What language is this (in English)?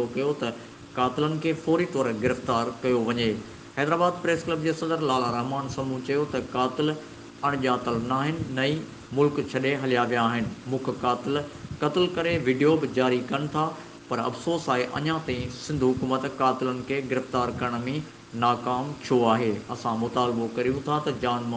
Sindhi